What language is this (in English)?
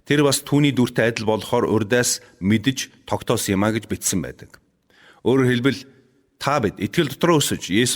Mongolian